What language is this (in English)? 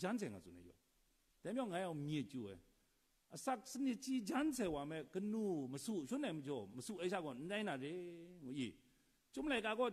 Kachin